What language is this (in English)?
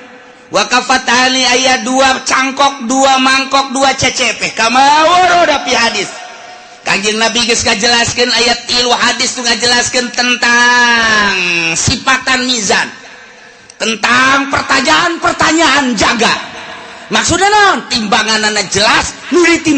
Sundanese